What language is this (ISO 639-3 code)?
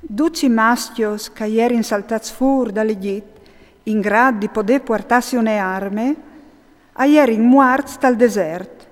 fur